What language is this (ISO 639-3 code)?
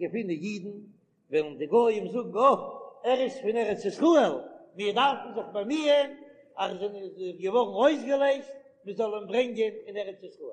yid